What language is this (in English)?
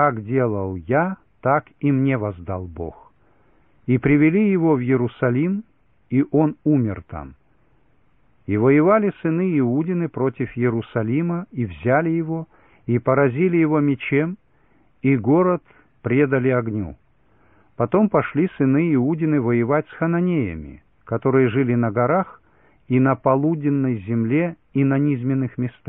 Russian